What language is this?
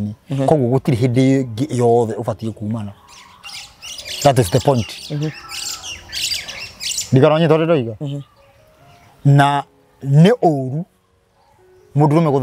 Kikuyu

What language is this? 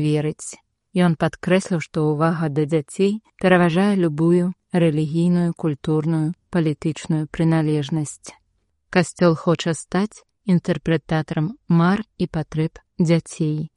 Belarusian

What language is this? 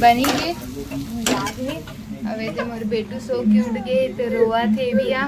Chhattisgarhi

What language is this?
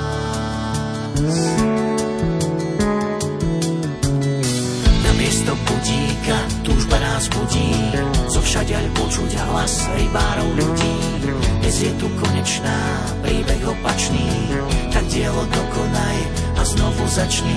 Slovak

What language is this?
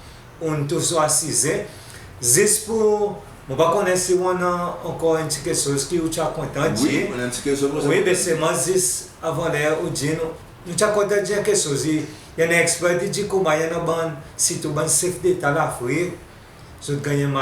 Seselwa Creole French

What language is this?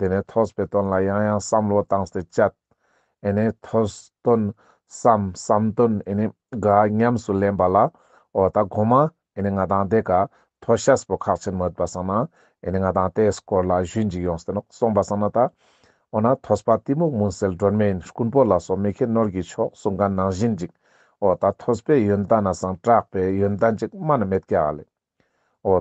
Ladakhi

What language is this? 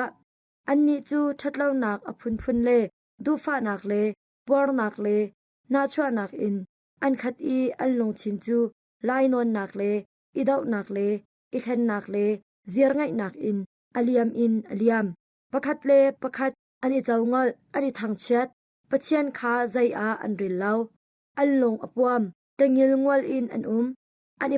Hakha Chin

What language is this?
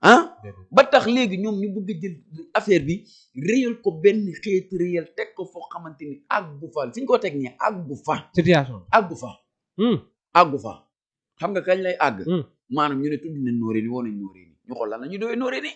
Wolof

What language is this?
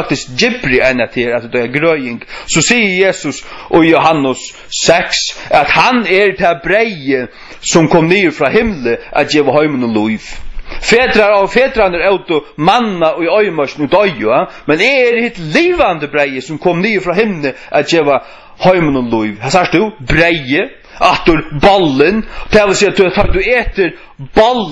Faroese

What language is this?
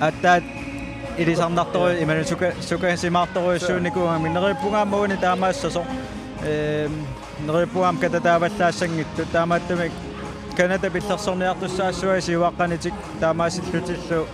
Kalaallisut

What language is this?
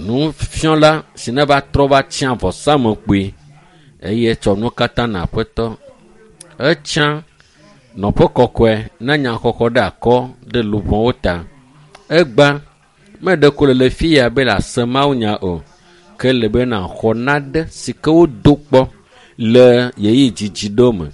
Ewe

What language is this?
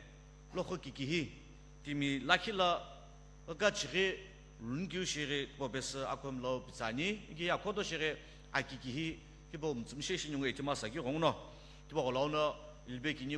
Sumi Naga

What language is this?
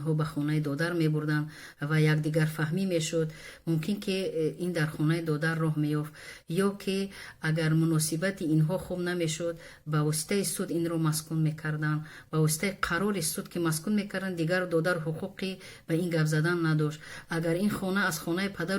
Tajik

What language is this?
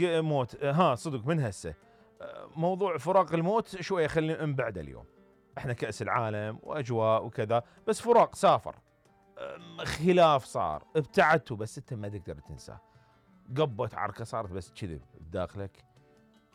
Mesopotamian Arabic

